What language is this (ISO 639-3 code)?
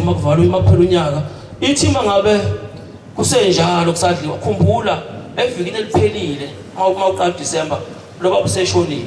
zul